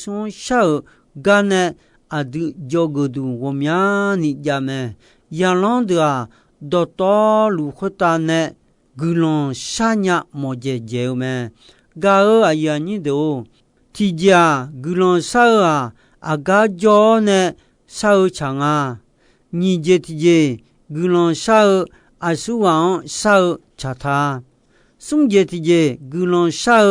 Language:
Akha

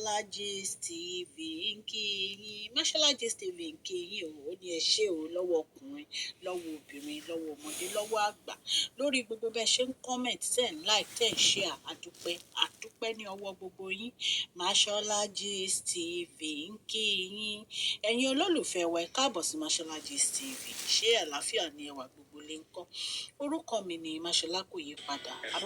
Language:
Yoruba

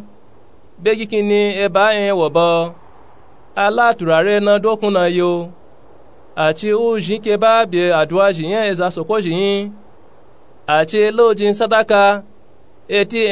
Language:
Nupe-Nupe-Tako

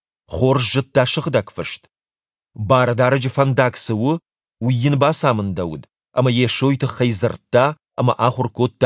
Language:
Ossetic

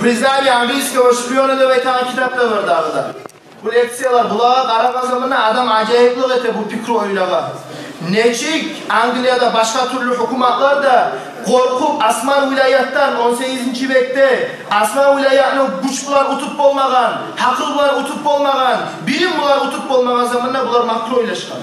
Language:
Kumyk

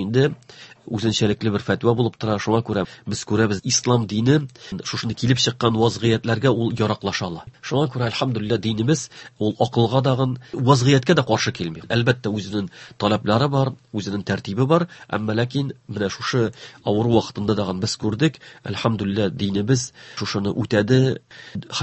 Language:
Tatar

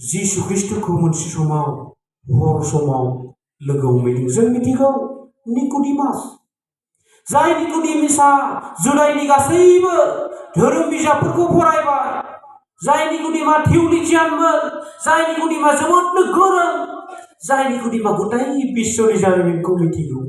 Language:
Bodo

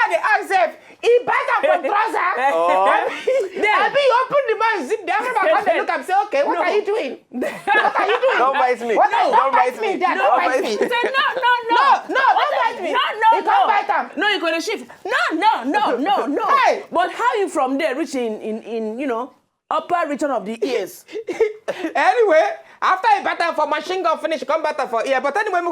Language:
Nigerian Pidgin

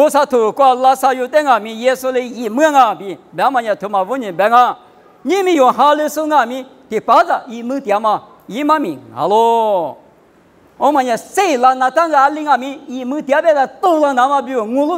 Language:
Lisu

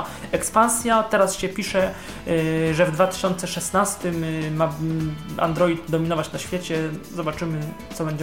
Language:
Polish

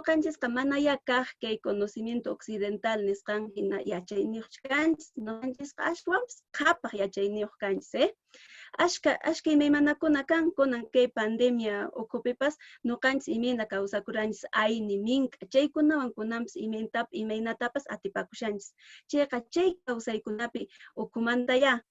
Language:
Quechua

